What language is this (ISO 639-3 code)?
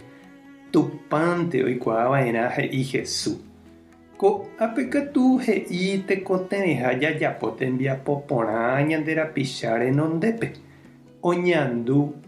grn